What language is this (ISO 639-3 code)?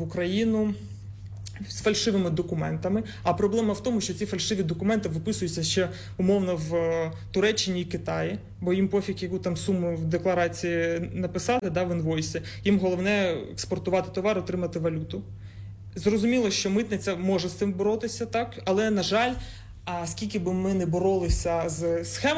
ukr